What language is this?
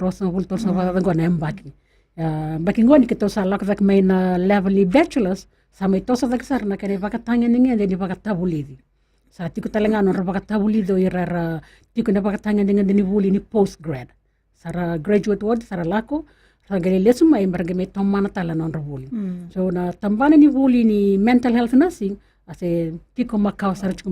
Fijian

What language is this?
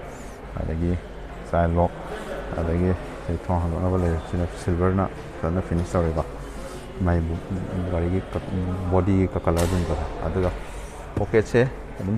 Manipuri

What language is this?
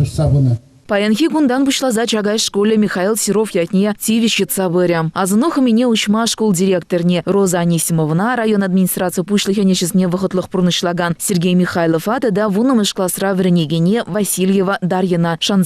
Chuvash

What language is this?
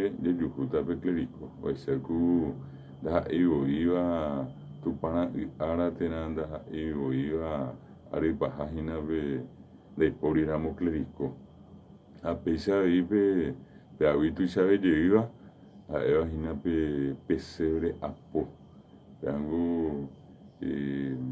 Guarani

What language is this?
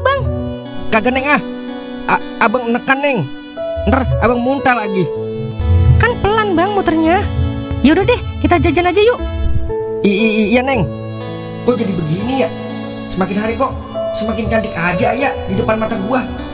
Betawi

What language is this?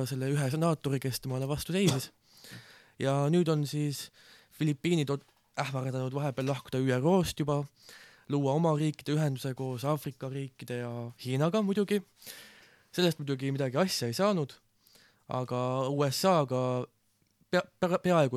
Estonian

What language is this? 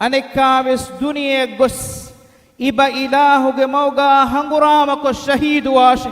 Divehi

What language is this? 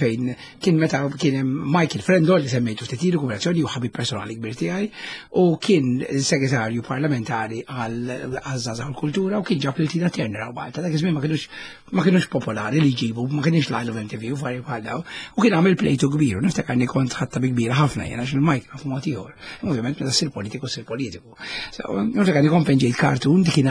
Maltese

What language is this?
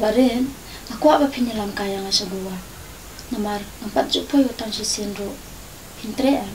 Khasi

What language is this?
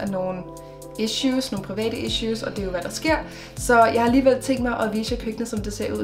Danish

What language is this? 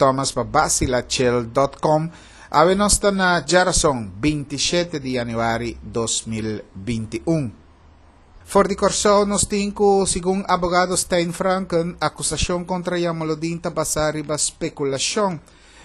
Papiamento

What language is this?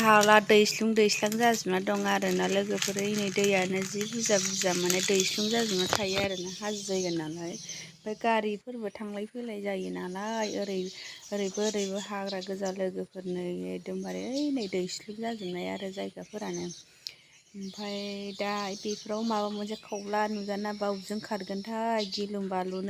Bodo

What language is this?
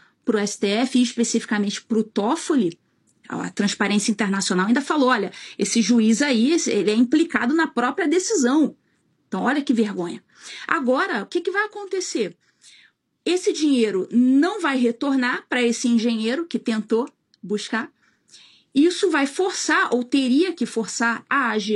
Portuguese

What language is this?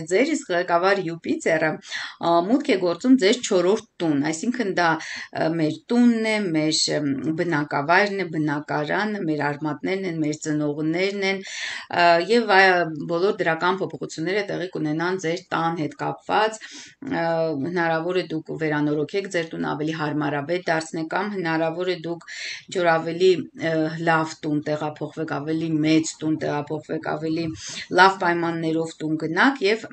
Armenian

